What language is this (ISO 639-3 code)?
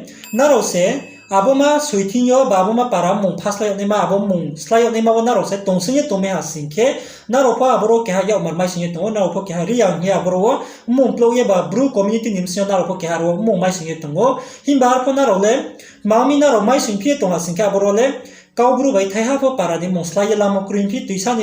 ria